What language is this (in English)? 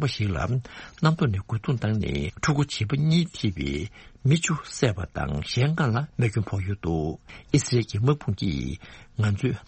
Tibetan